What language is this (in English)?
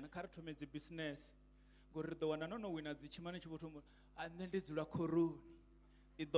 Venda